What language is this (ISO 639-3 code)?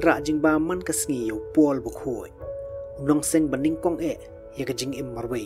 kha